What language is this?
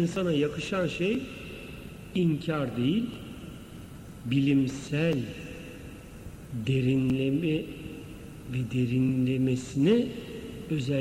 Turkish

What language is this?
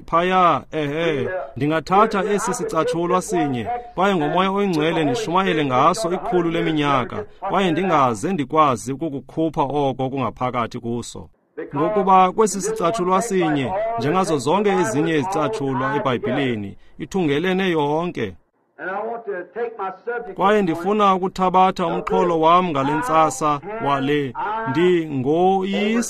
Xhosa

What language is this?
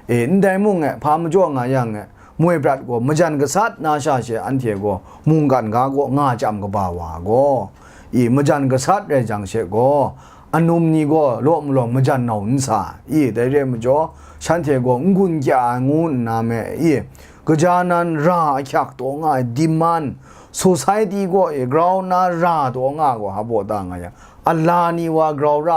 Kachin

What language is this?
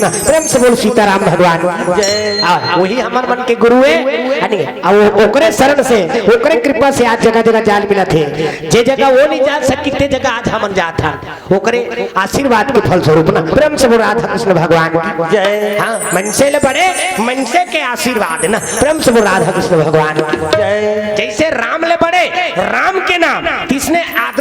Chhattisgarhi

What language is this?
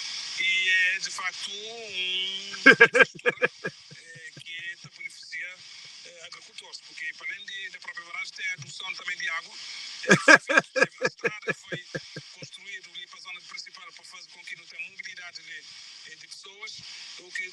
Kabuverdianu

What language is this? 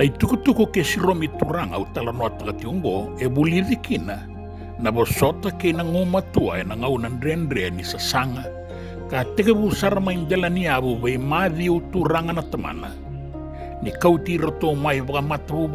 Fijian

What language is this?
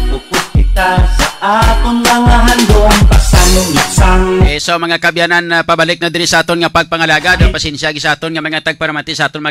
Hiligaynon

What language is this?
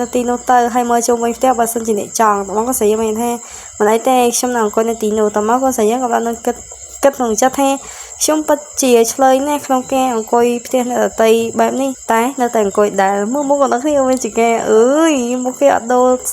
Khmer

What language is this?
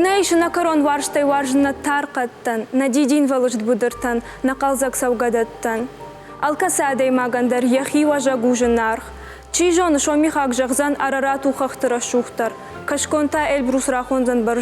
Ossetic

